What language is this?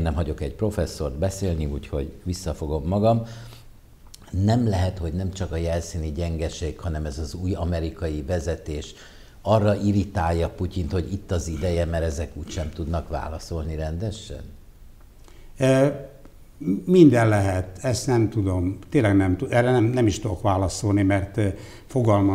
Hungarian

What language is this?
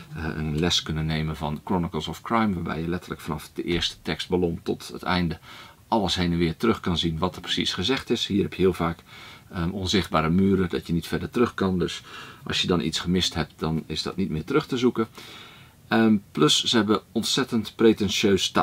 Dutch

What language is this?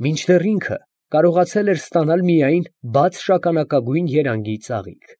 Armenian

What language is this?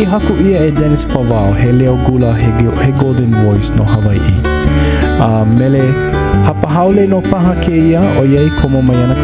Hawaiian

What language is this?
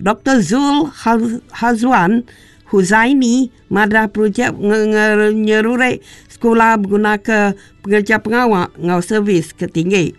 Iban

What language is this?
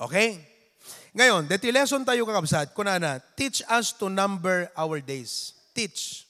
Iloko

